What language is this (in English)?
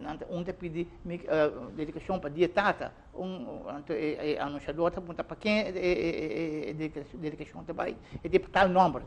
Papiamento